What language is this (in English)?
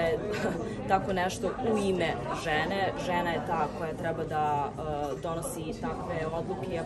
Serbian